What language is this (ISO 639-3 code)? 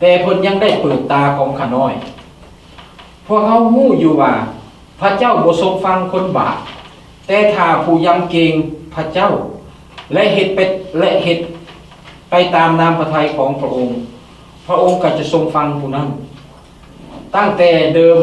lao